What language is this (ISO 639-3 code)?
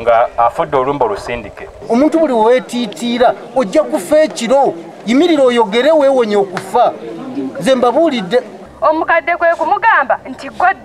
lug